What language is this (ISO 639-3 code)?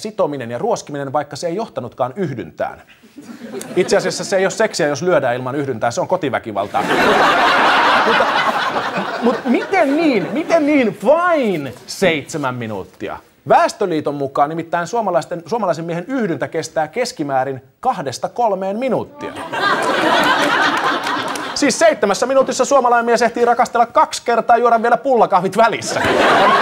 fin